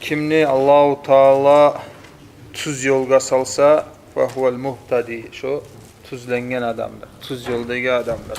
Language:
Kumyk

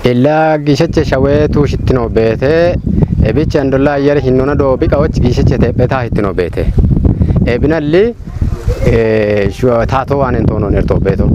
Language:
Kafa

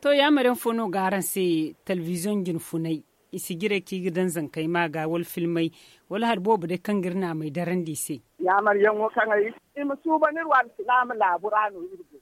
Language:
Zarma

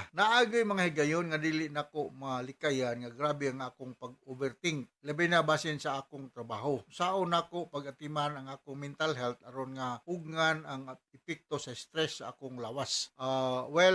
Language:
Cebuano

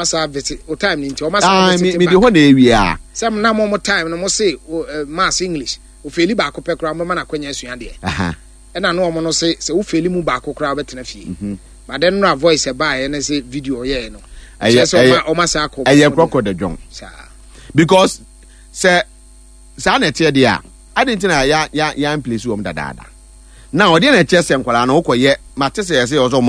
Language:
Akan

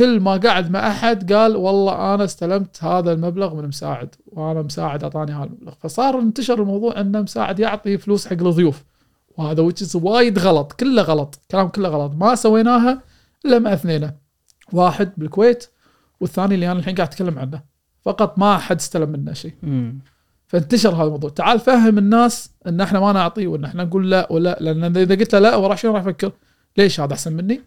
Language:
Gulf Arabic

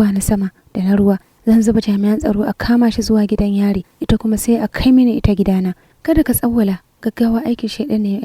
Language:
Hausa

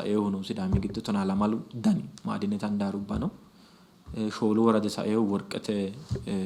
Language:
Sidamo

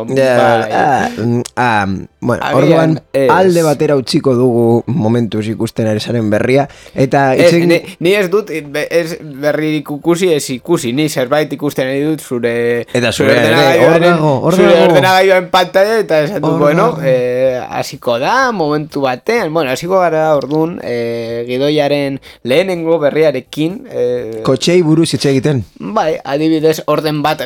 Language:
Basque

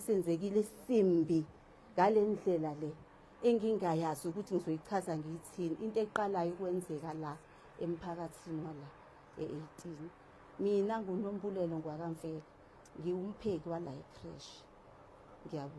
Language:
Zulu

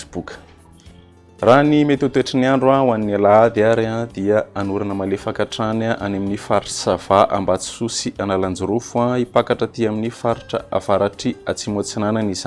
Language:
Malagasy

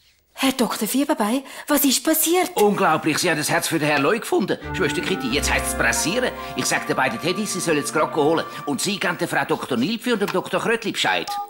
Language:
Swiss German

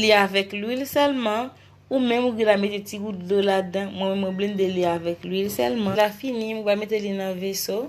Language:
Haitian Creole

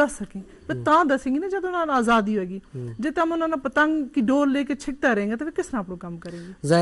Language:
Gujari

